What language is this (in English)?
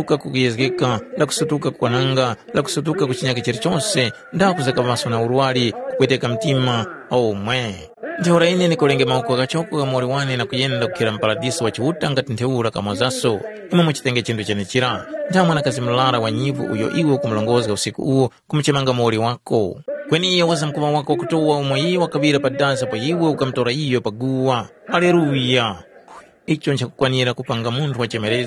Tumbuka